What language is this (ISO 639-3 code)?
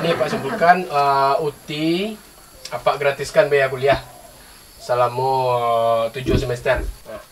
min